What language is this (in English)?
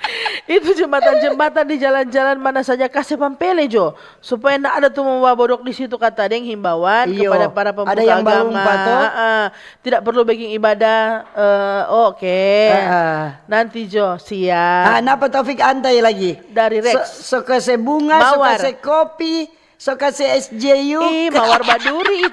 Manado Malay